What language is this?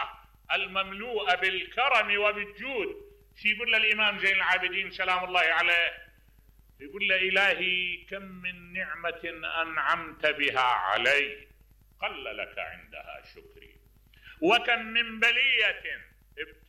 Mesopotamian Arabic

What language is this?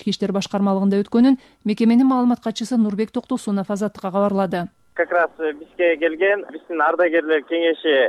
Kyrgyz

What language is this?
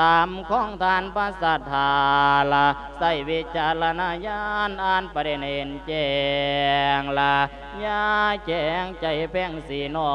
Lao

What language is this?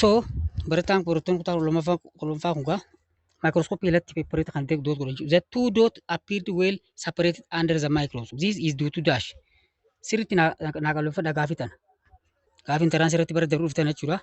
Oromo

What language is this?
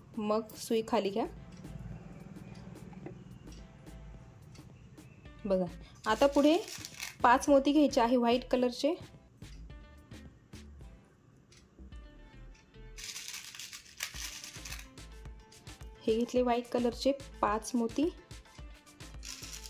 Marathi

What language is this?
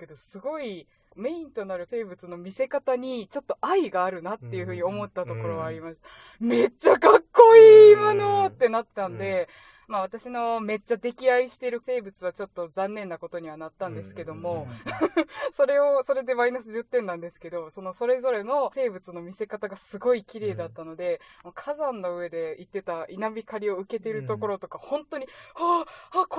Japanese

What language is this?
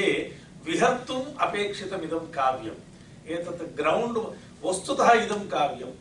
Sanskrit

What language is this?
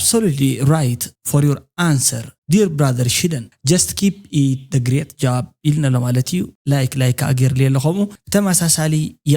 Tigrinya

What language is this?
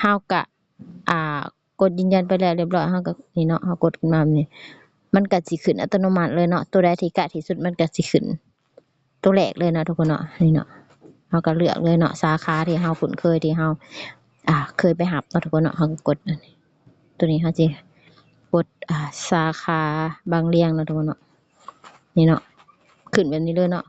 Lao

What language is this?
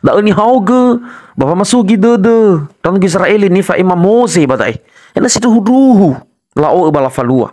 Nias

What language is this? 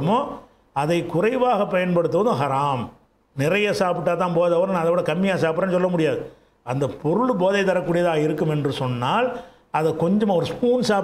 Tamil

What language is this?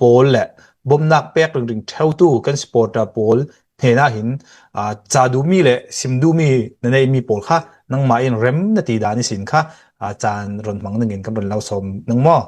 Hakha Chin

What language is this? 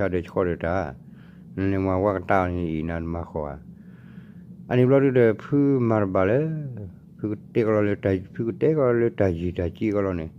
S'gaw Karen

